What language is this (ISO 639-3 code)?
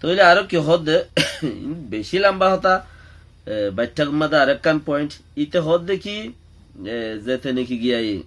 rhg